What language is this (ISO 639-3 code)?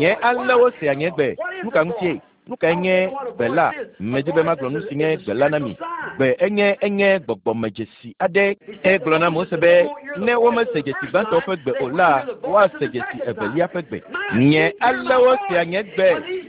ewe